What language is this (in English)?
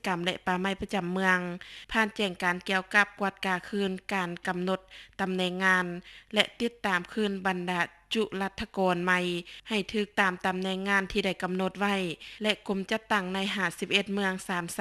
Lao